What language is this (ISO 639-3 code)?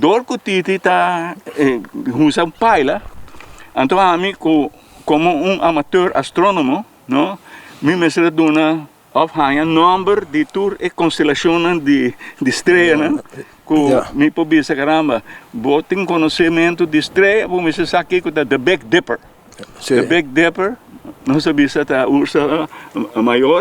pap